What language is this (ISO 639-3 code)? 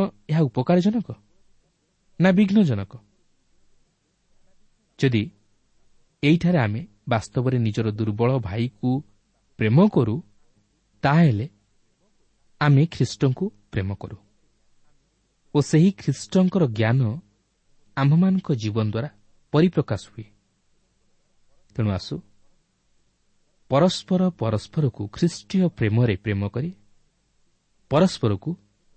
ori